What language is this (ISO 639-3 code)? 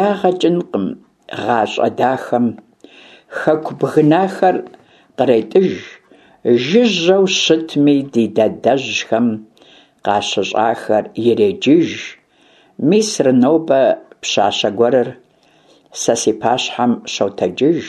kbd